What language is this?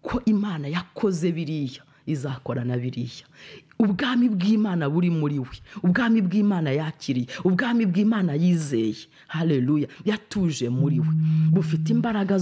Kinyarwanda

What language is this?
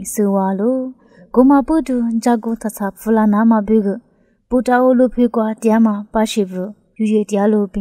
Lisu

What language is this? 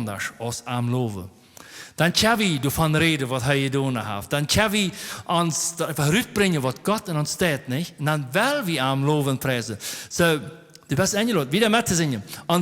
Plautdietsch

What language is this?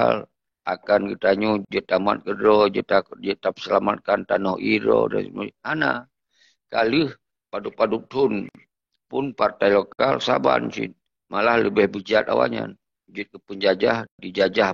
Achinese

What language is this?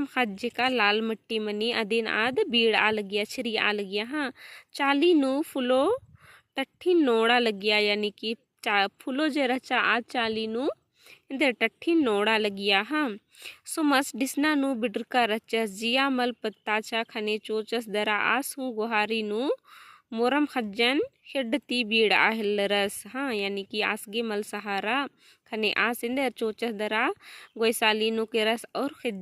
Kurukh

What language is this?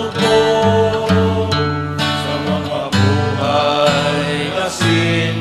Bikol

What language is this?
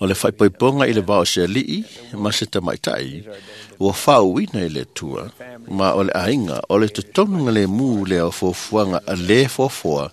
Samoan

